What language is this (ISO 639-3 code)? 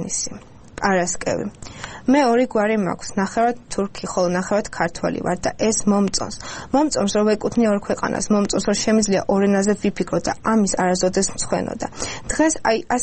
kat